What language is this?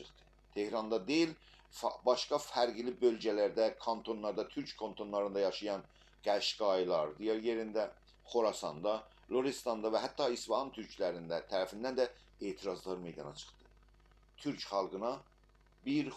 South Azerbaijani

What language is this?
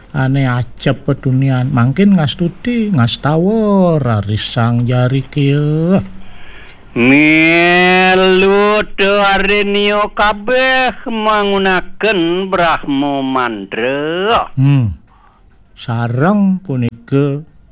Balinese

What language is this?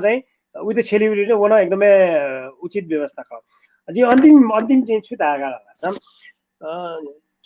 Newari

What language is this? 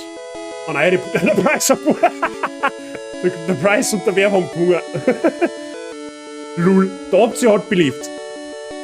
Bavarian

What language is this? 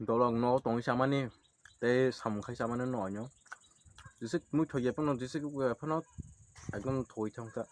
Kok Borok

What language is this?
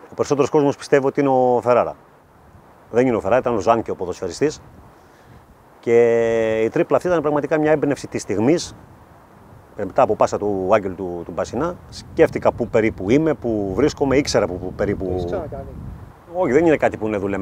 Greek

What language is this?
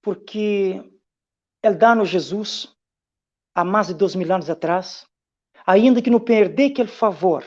Kabuverdianu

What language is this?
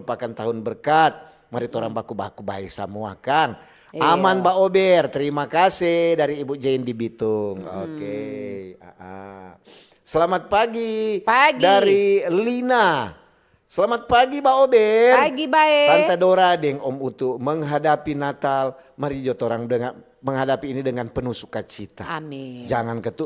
Manado Malay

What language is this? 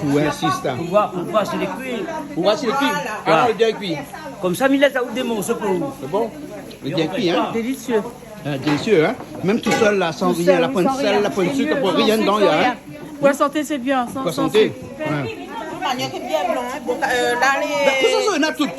Réunion Creole French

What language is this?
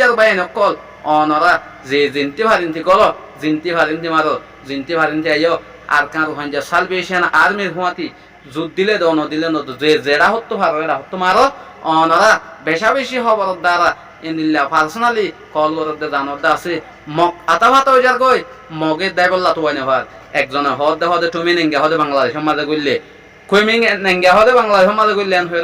Rohingya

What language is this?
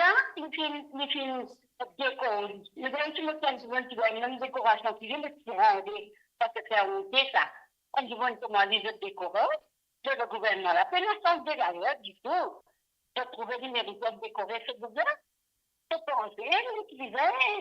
Morisyen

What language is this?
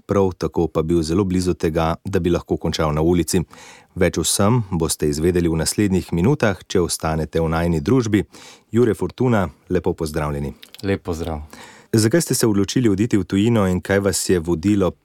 Slovenian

